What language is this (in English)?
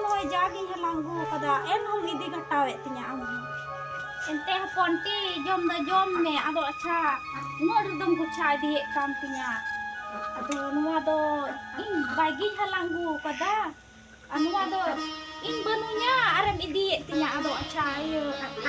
Santali